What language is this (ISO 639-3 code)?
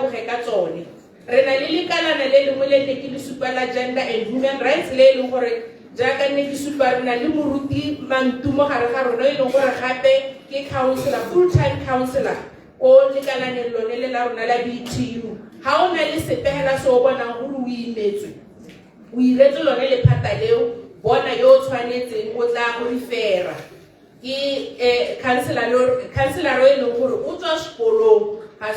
tsn